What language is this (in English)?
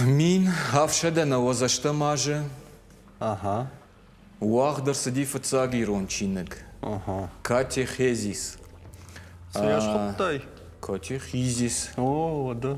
Ossetic